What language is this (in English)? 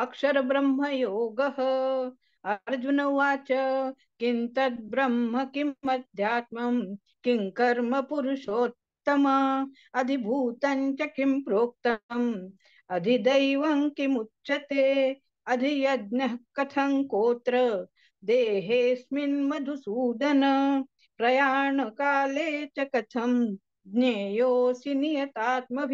Sanskrit